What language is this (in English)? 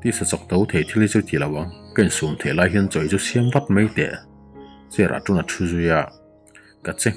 Mizo